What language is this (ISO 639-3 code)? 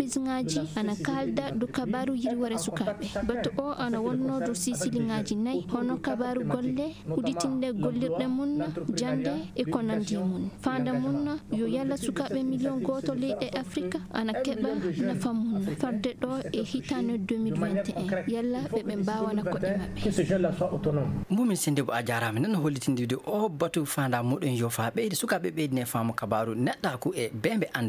ful